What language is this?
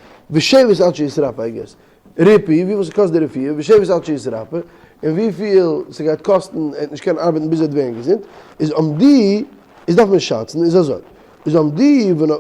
Yiddish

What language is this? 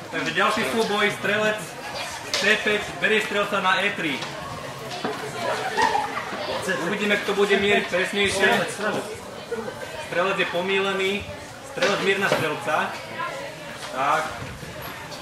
Slovak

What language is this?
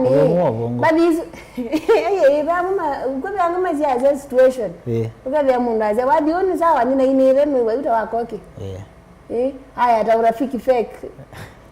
Kamba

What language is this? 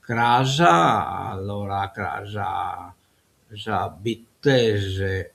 Sardinian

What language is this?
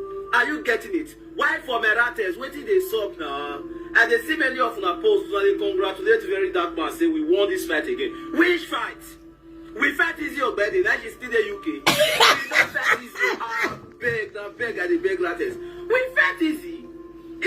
Nigerian Pidgin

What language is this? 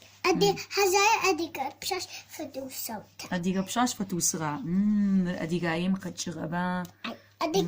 Adyghe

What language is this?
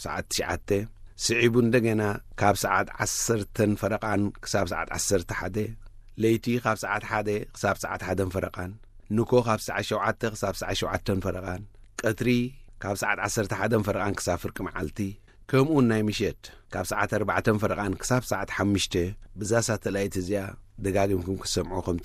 Tigrinya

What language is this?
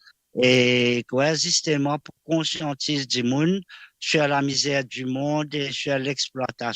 Morisyen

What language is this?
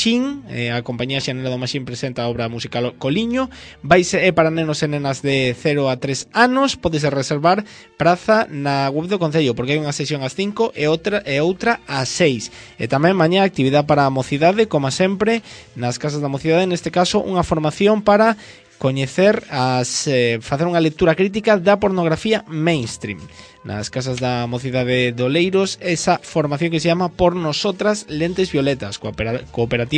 Galician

